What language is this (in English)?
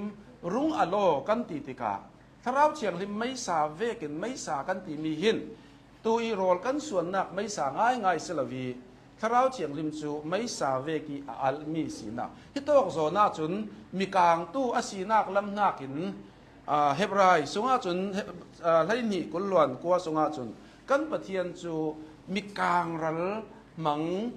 Hakha Chin